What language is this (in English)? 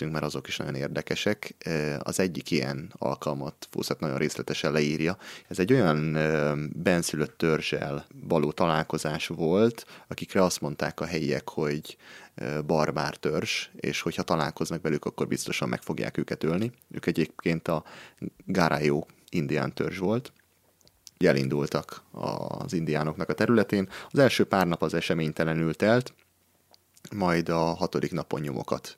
Hungarian